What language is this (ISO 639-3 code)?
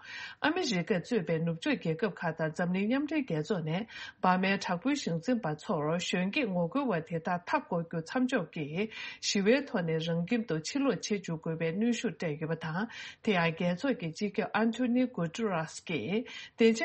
bod